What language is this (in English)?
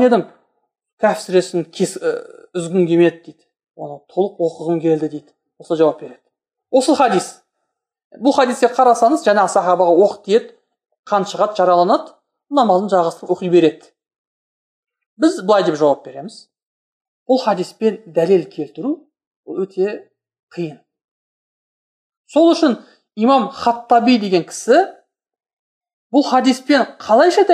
Kazakh